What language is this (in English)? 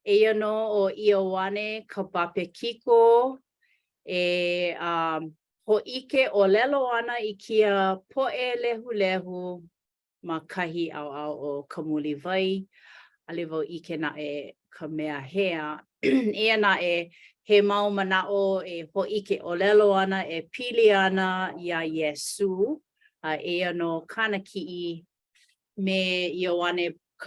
Hawaiian